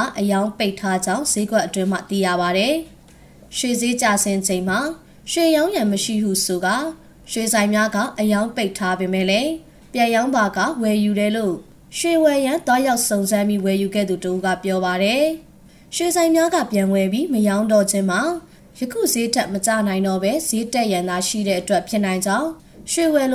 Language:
Burmese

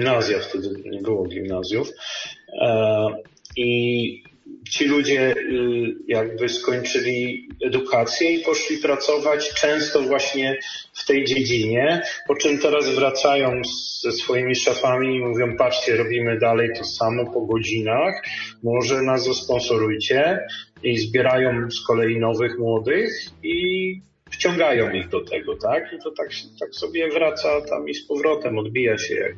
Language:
Polish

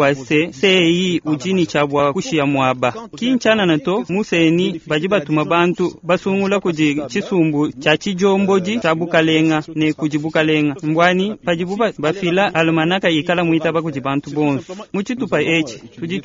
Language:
Luba-Lulua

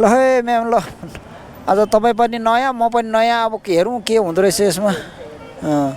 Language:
Nepali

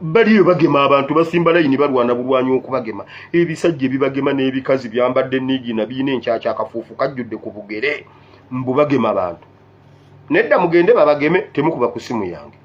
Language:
Ganda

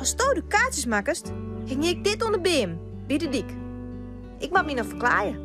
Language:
Western Frisian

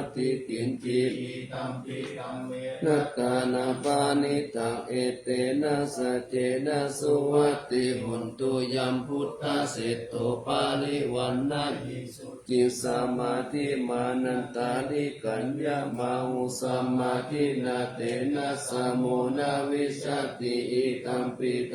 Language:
Pali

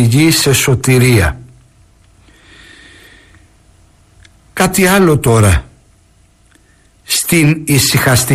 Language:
Greek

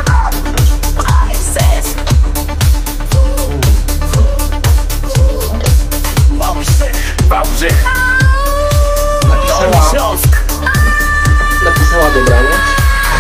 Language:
Polish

